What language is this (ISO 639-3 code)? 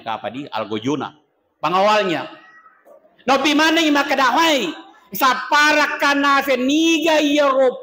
bug